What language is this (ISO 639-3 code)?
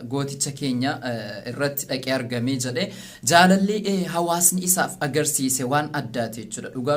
orm